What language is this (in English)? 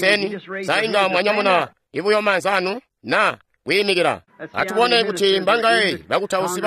Tonga (Zambia)